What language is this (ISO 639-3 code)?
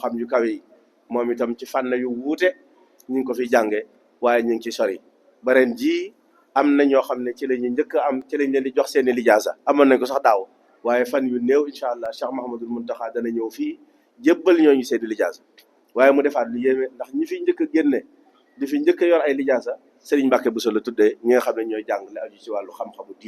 wol